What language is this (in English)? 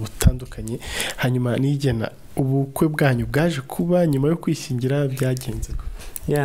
Kinyarwanda